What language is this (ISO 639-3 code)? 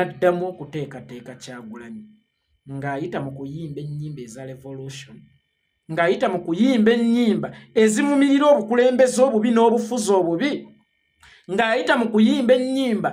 lug